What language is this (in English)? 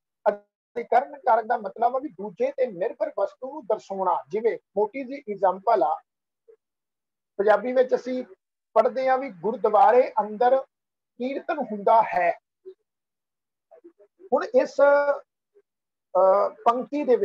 Punjabi